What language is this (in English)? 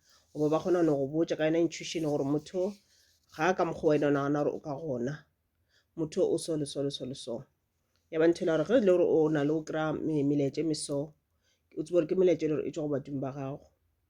Northern Sotho